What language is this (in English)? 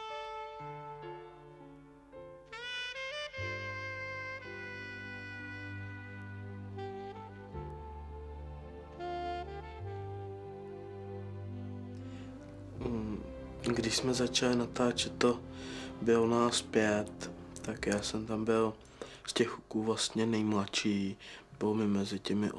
Czech